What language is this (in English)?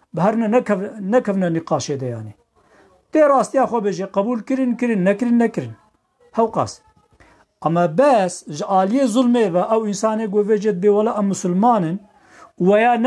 Kurdish